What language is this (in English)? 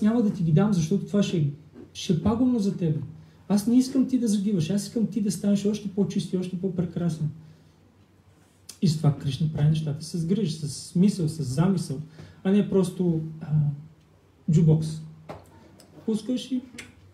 Bulgarian